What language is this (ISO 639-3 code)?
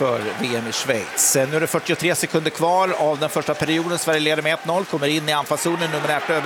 swe